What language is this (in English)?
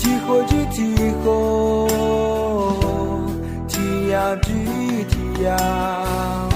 Akha